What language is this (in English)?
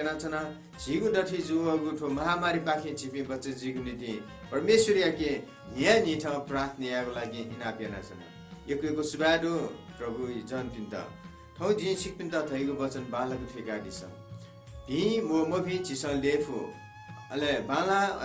Newari